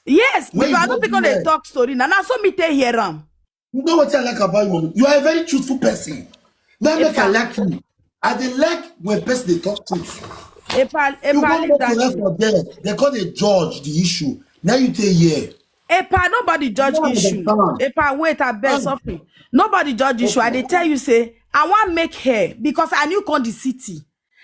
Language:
Nigerian Pidgin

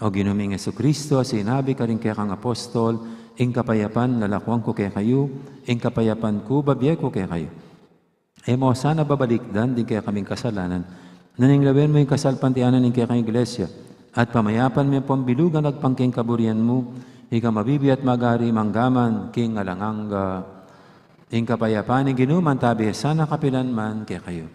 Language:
Pampanga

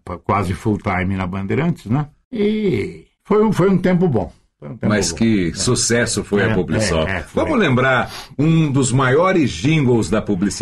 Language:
Portuguese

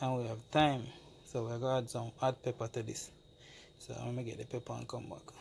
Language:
Jamaican Creole English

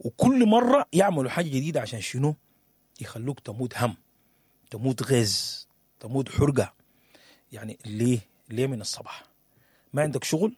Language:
Sudanese Arabic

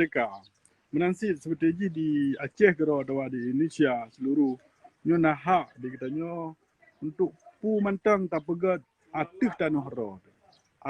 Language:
Achinese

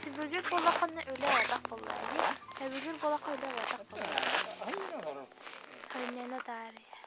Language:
Yakut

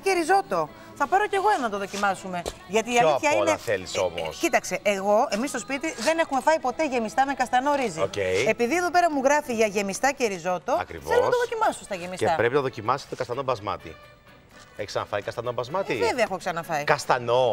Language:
Greek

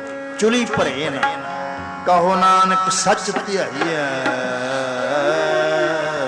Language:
Punjabi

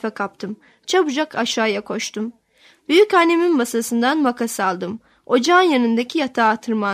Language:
Turkish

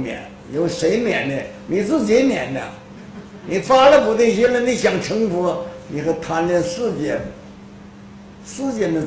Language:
Chinese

